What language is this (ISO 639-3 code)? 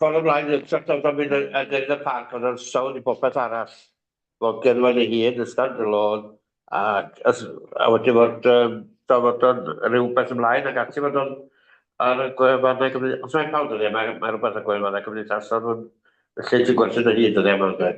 cym